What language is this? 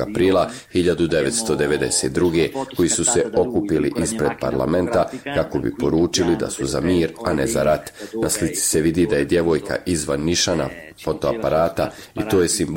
Bosnian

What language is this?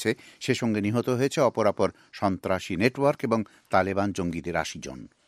Bangla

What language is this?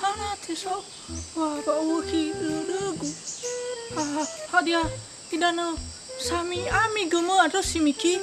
Nias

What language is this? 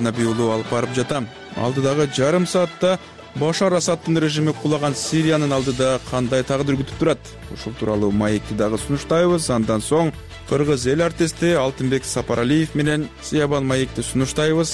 Kyrgyz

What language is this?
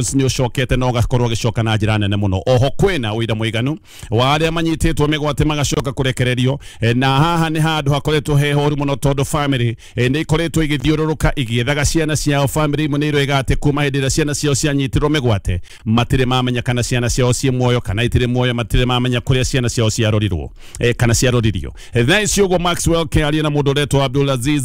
Kikuyu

